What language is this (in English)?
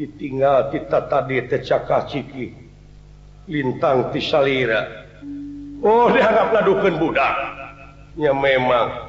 Sundanese